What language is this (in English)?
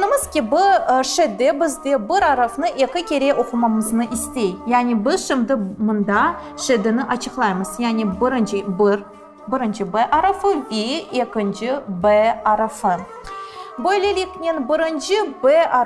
Crimean Tatar